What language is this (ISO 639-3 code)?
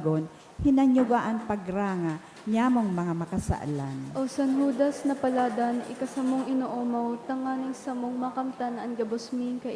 bik